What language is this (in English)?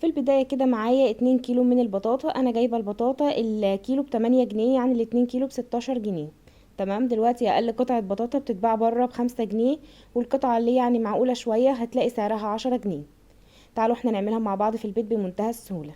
Egyptian Arabic